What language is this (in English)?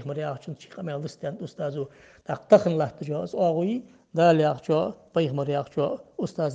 Ingush